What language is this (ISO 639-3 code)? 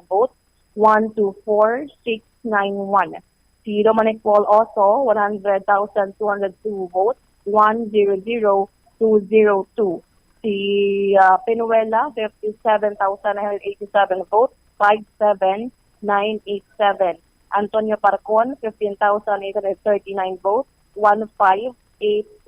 hil